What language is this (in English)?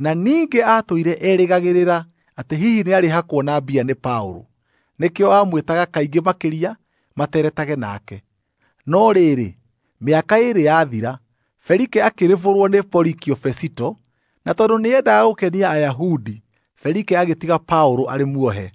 Kikuyu